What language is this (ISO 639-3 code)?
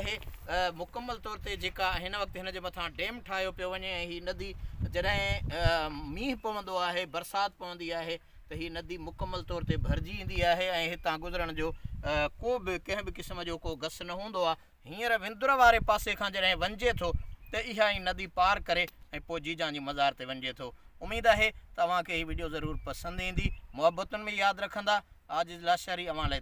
snd